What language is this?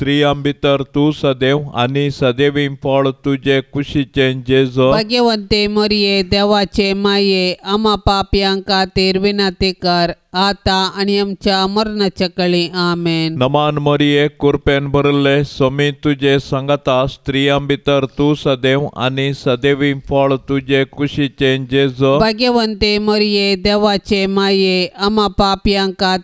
Konkani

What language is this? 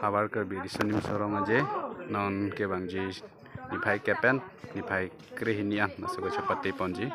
Karbi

